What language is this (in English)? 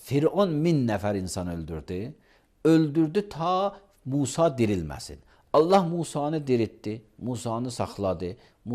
Azerbaijani